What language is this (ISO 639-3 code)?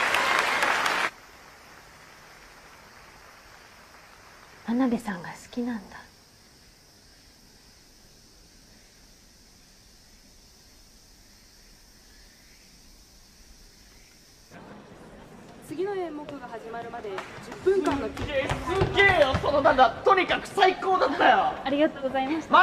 jpn